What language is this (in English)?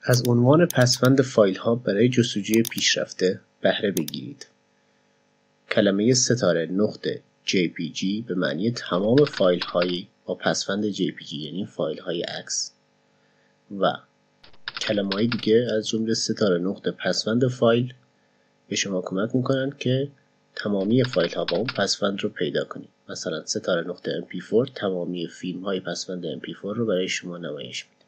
Persian